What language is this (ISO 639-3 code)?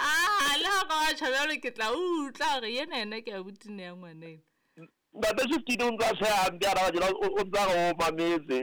sot